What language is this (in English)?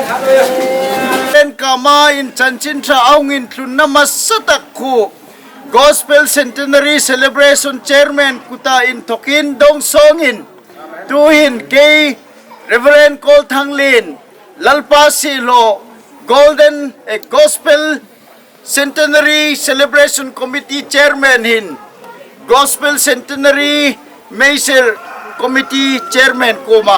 Hmar